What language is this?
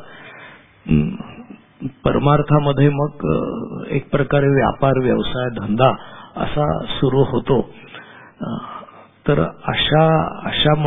Marathi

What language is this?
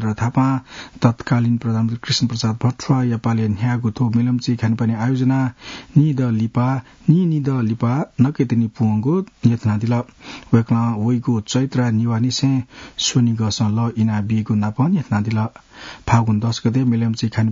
Newari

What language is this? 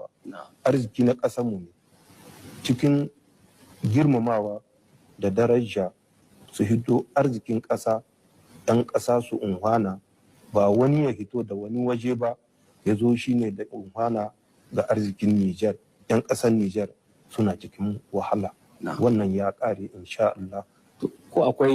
Hausa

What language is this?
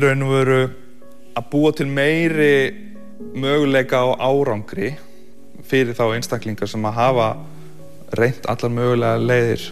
Icelandic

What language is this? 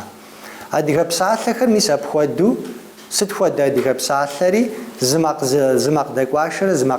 Kabardian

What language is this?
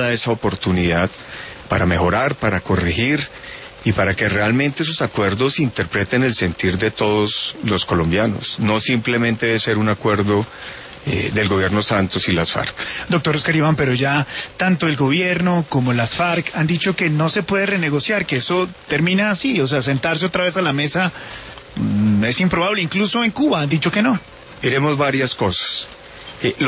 Spanish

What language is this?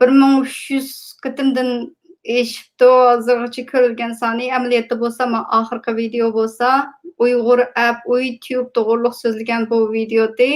Uyghur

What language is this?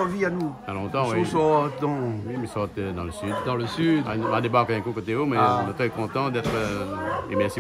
Réunion Creole French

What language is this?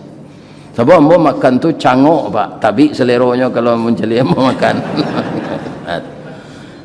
Minangkabau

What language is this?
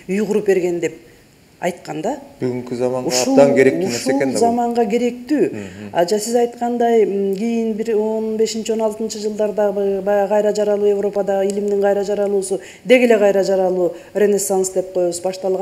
Kyrgyz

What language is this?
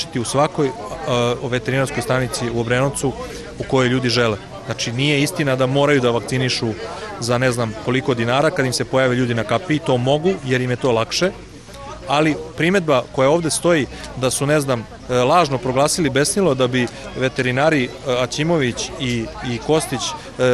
Serbian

